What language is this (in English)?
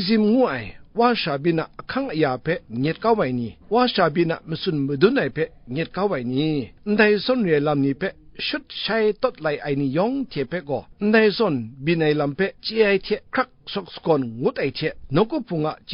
Kachin